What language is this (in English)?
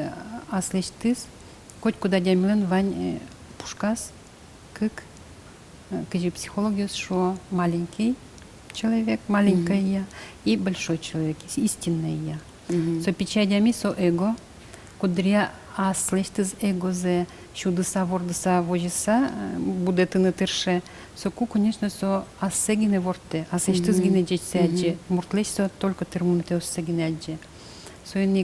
Udmurt